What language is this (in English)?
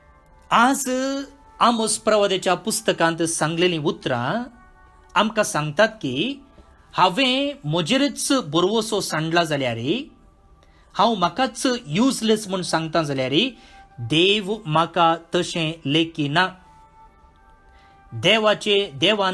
Konkani